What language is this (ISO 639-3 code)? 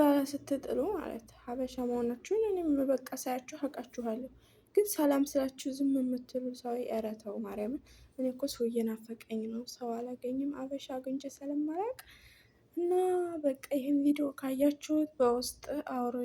amh